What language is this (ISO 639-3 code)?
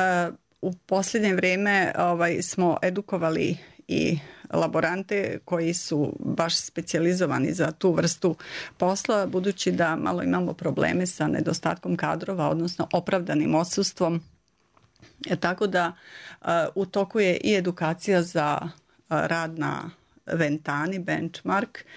srp